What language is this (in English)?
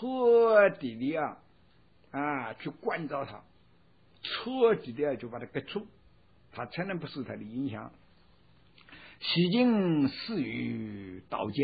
Chinese